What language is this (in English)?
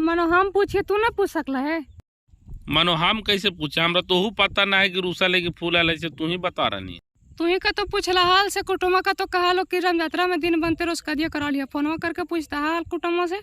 Magahi